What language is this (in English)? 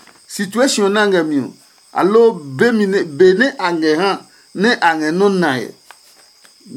Adangme